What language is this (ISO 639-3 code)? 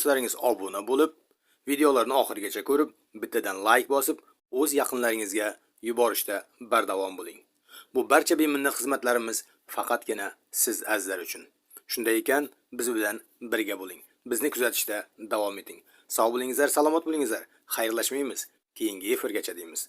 uzb